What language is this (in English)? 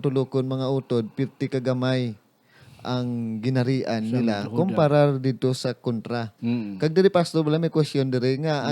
Hiligaynon